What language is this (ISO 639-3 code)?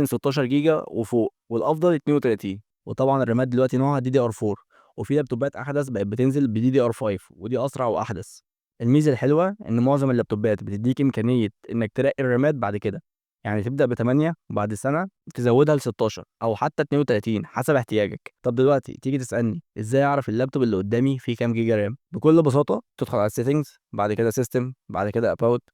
arz